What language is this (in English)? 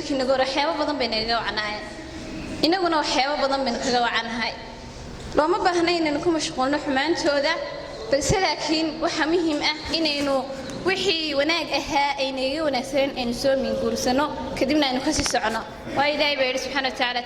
Somali